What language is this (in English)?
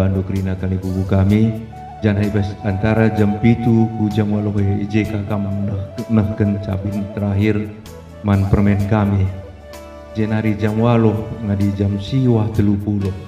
Batak Karo